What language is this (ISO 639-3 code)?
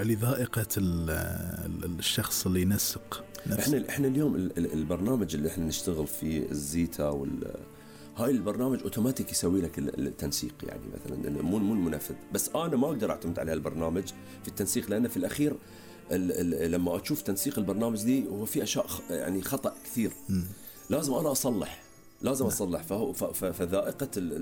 afb